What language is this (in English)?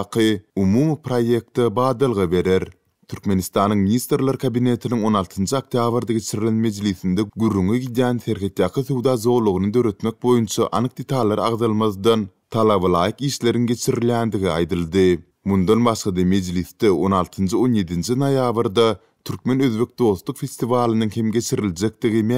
Turkmen